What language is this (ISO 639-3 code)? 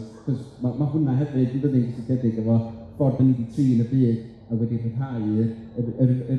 cym